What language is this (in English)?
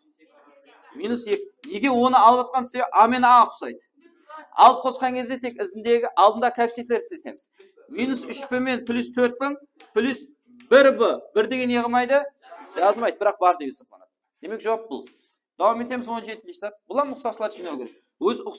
Kara-Kalpak